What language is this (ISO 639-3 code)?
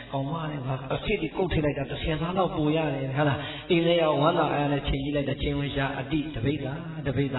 mya